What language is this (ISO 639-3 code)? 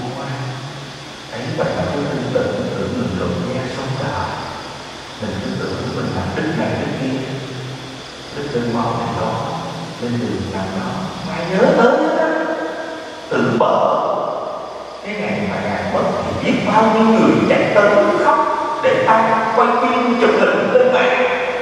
vie